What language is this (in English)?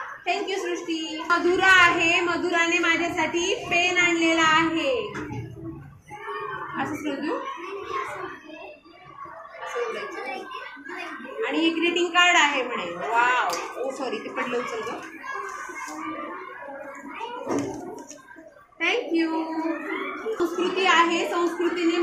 Marathi